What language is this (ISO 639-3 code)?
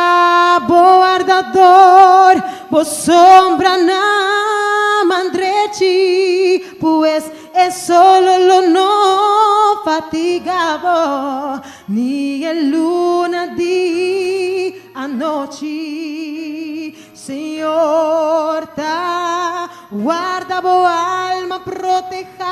pap